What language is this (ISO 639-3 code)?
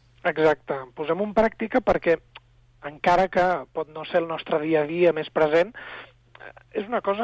cat